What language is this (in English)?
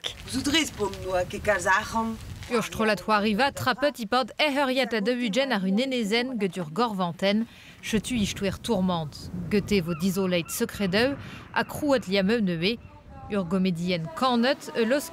Breton